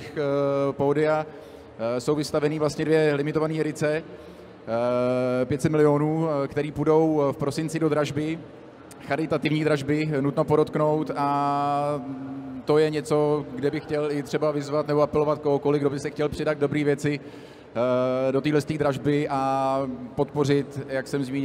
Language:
Czech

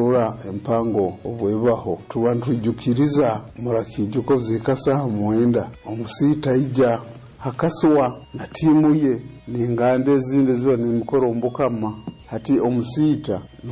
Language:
Nyoro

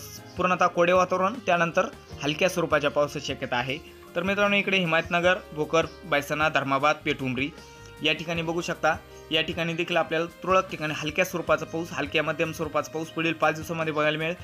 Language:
Marathi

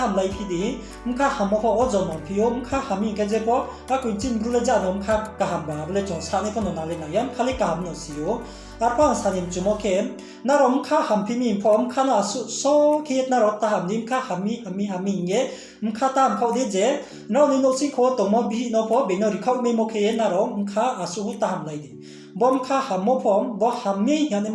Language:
Riang (India)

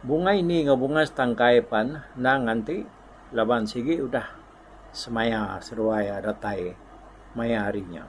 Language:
Iban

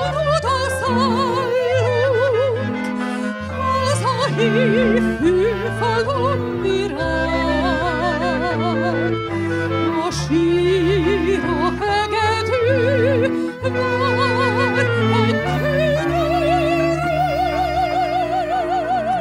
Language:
Hungarian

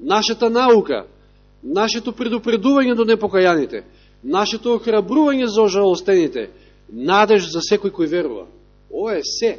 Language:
Macedonian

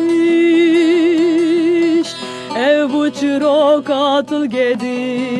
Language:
Kurdish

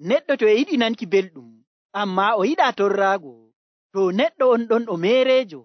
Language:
Nigerian Fulfulde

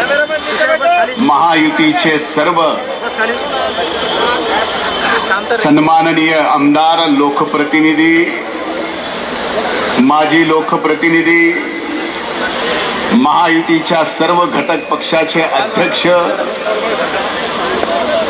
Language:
Marathi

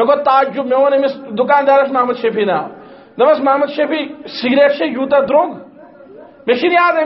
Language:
Kashmiri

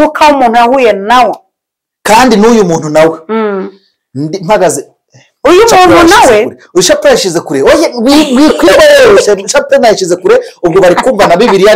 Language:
Kinyarwanda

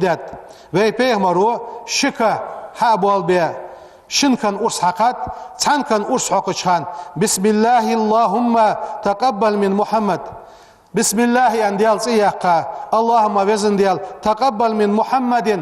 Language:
Ingush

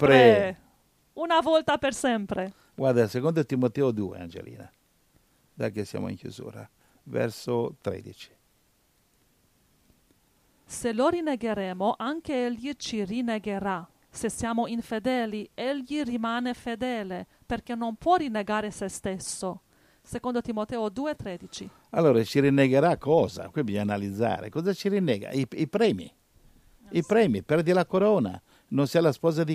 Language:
Italian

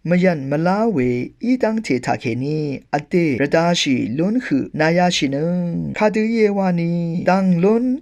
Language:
Rawang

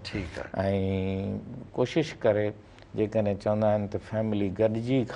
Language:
Sindhi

